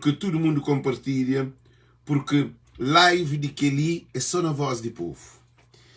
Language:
Kabuverdianu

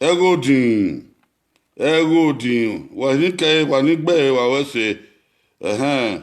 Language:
Bini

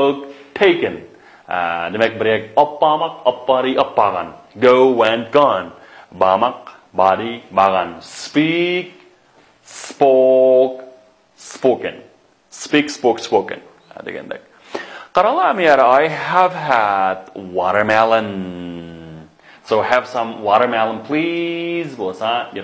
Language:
Uyghur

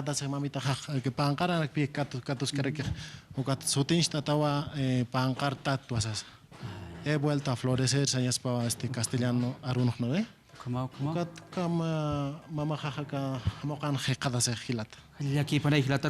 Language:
Aymara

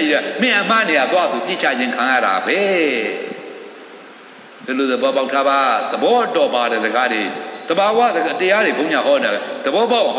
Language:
Burmese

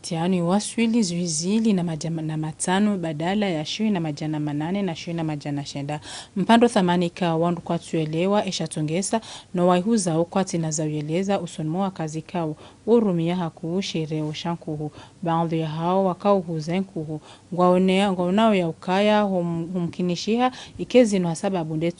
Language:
Ngazidja Comorian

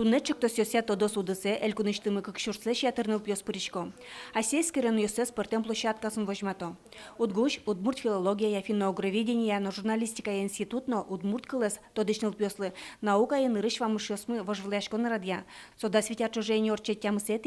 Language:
Udmurt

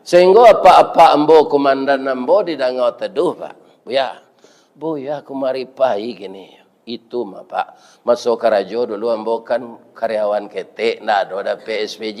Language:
Minangkabau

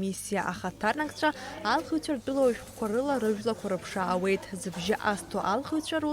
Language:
Abkhazian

